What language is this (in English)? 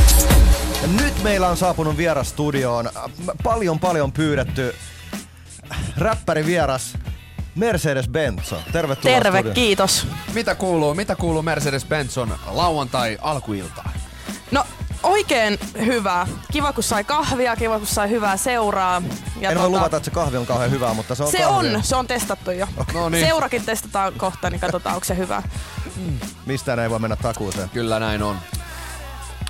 Finnish